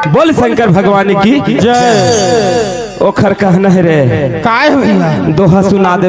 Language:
Chhattisgarhi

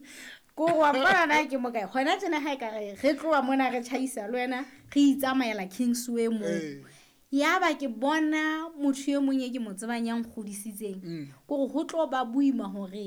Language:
Southern Sotho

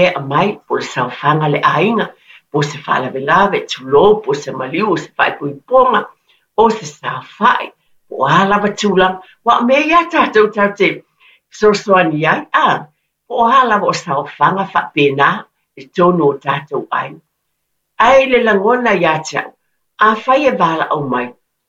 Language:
Samoan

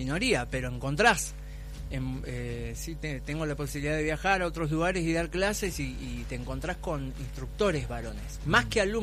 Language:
Spanish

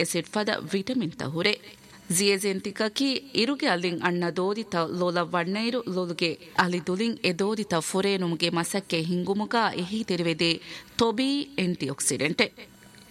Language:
Divehi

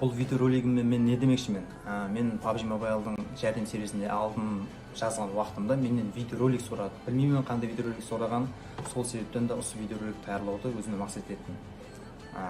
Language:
Kara-Kalpak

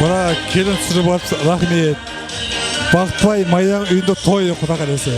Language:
Kara-Kalpak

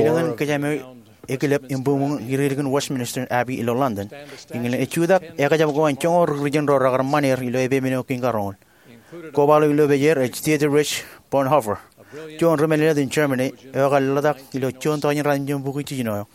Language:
Marshallese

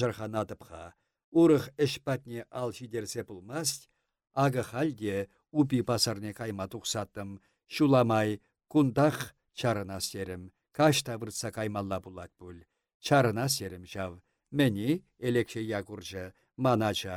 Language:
Chuvash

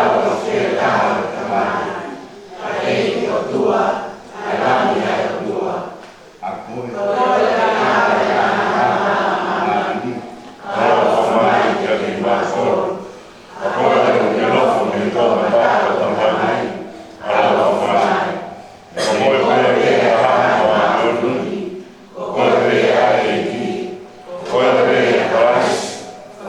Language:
Tongan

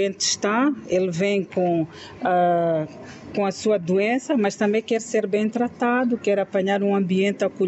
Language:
Portuguese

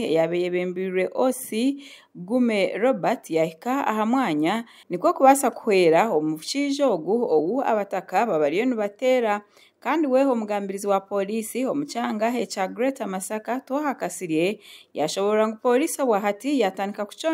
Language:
Nyankole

